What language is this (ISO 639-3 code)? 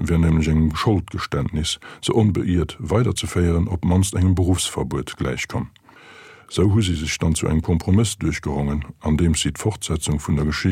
ltz